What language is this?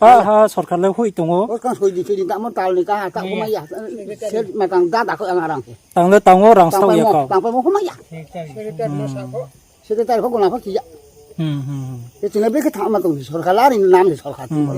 Riang (India)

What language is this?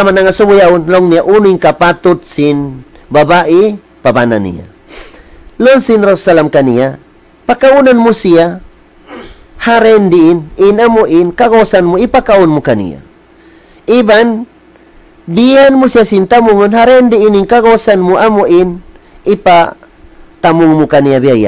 Tausug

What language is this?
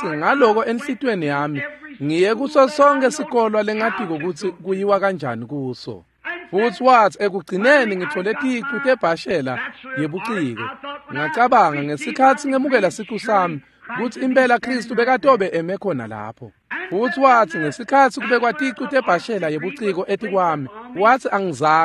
Swati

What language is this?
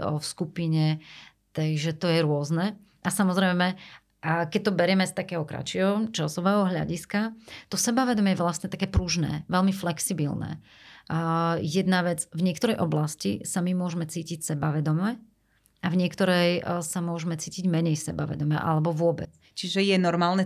Slovak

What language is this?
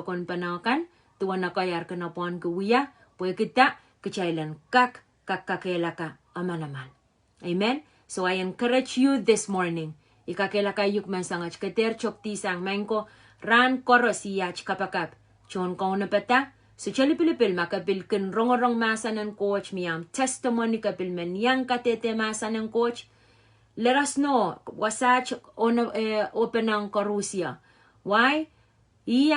Pohnpeian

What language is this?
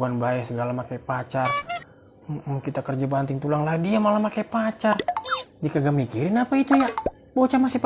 Betawi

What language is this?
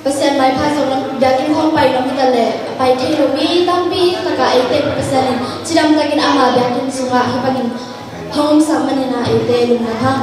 Tedim Chin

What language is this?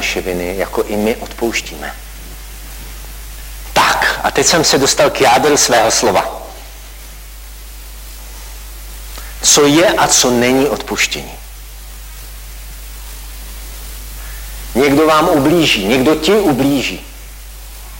Czech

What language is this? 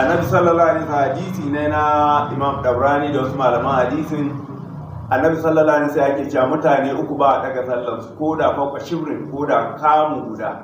Hausa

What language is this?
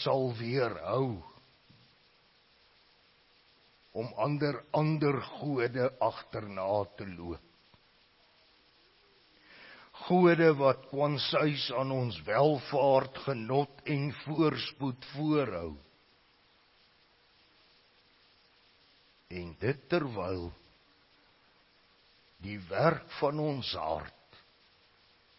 Afrikaans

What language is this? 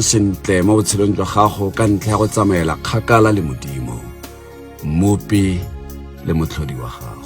Tswana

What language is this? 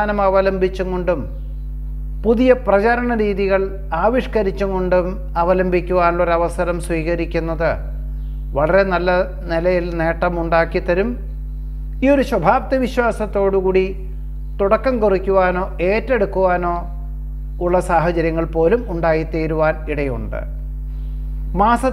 Malayalam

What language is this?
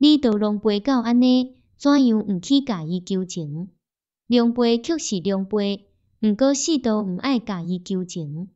Min Nan Chinese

